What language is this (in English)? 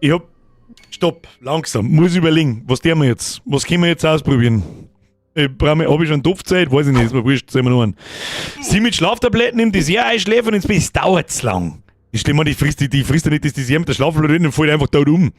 Bavarian